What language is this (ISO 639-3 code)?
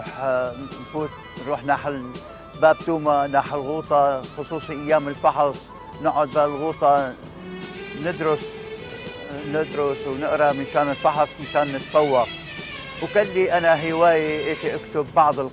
apc